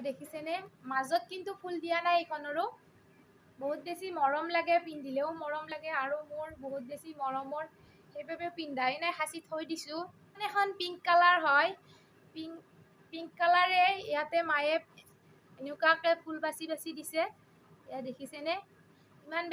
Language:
Assamese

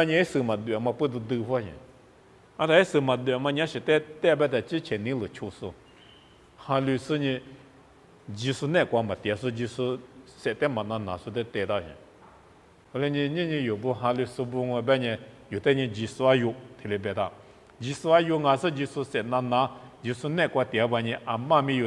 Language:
Lisu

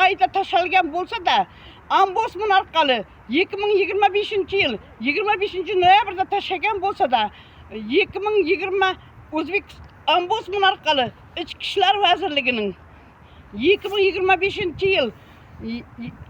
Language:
Uzbek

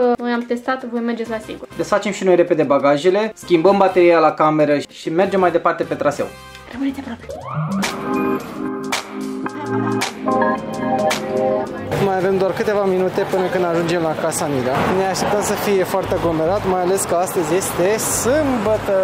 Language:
Romanian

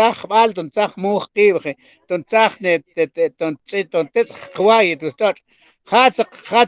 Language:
Mam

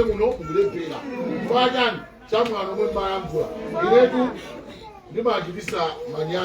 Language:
Nyanja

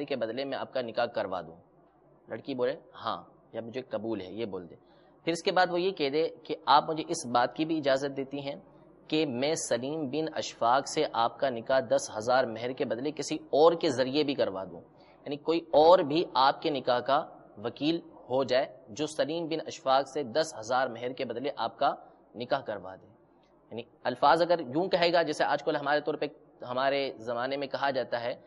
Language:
Urdu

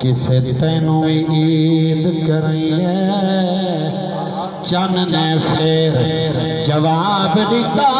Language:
Saraiki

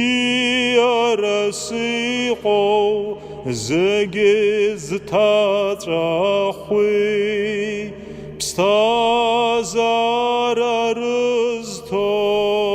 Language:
Abkhazian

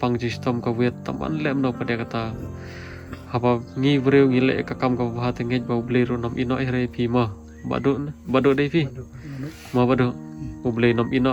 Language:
Khasi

